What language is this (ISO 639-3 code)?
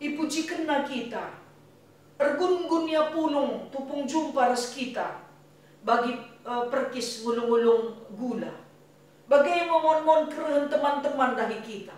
btx